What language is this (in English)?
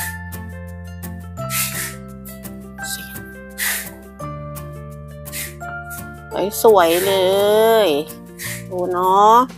Thai